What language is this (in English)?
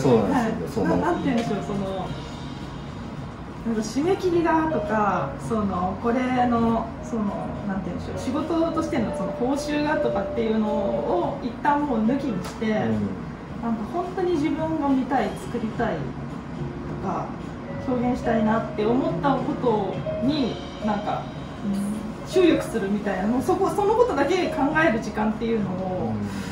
Japanese